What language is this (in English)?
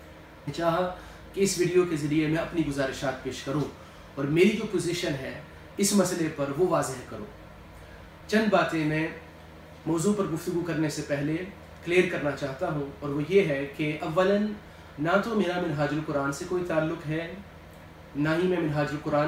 Urdu